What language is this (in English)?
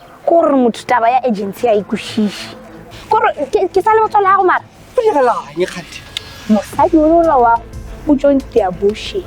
Northern Sotho